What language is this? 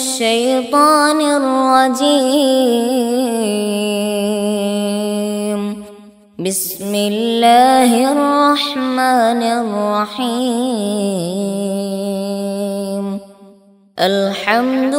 Malayalam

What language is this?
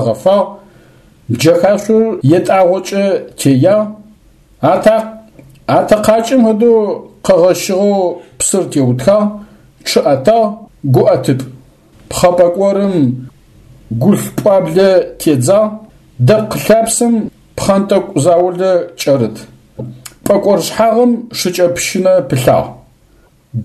Adyghe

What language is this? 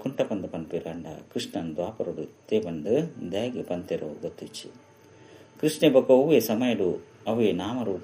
Tulu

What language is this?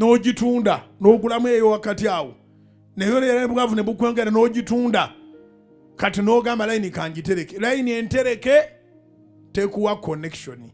Ganda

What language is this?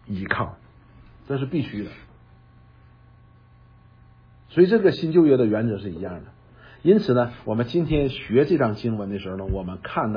Chinese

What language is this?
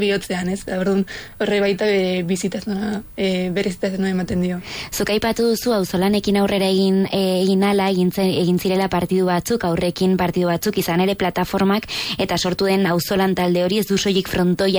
Basque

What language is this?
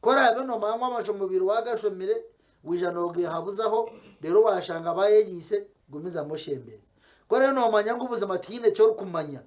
Nyankole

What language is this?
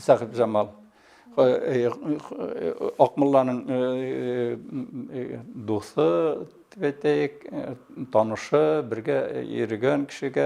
Bashkir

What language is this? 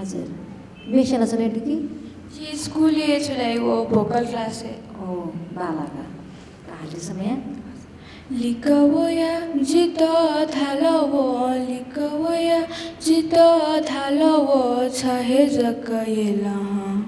Newari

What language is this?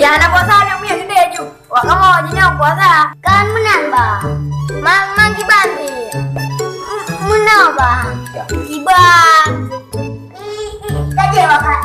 Achinese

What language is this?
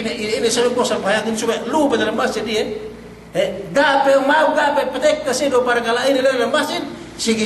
Yakan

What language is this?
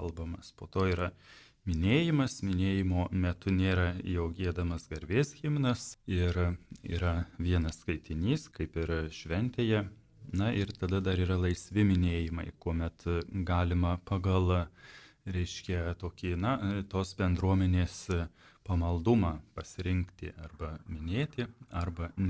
Lithuanian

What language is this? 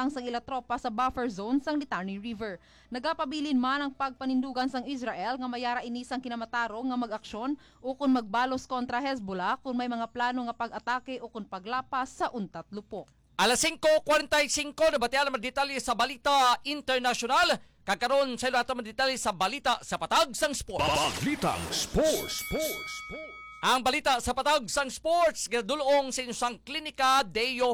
Hiligaynon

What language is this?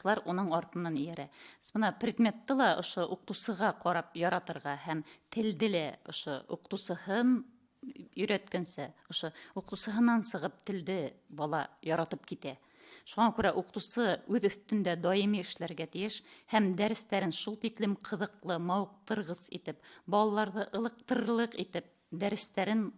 Bashkir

